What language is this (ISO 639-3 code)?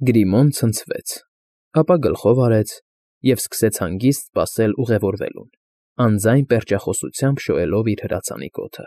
hye